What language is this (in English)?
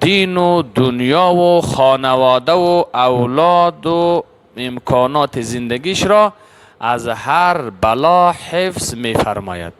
Persian